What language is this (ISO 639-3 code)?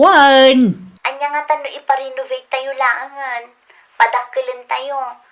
ilo